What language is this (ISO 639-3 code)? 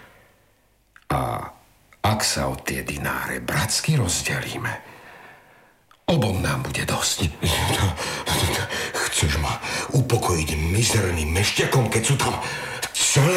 slk